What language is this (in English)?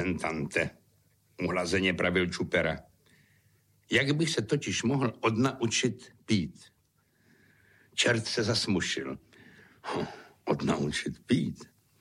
Czech